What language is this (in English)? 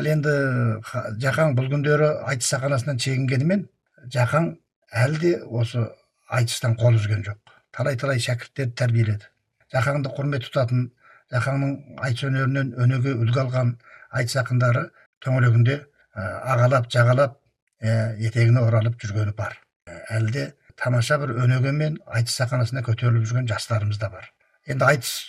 Kazakh